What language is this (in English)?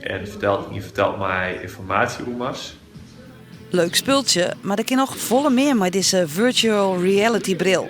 Western Frisian